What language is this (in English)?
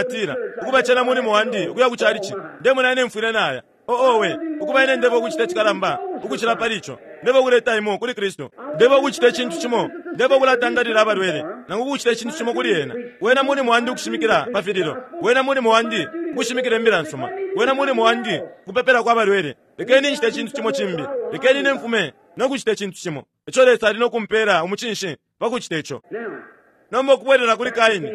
Bemba